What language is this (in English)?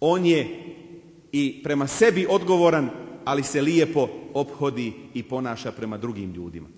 Bosnian